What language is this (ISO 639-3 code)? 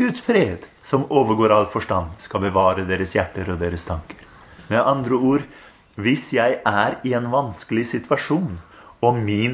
nor